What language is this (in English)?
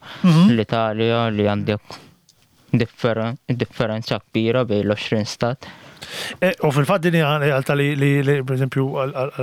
Maltese